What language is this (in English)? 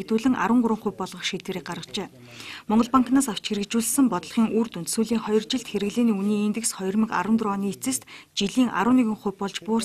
Mongolian